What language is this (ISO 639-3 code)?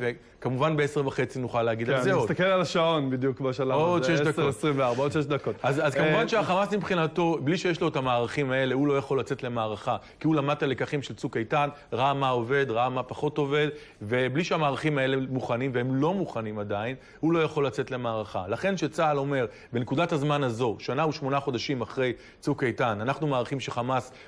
heb